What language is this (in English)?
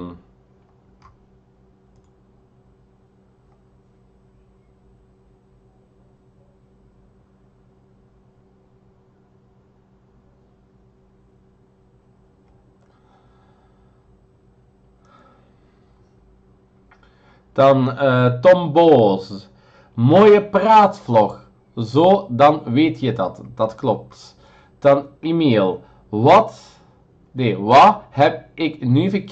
Dutch